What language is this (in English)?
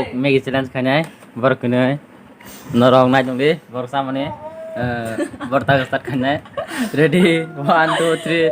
Kok Borok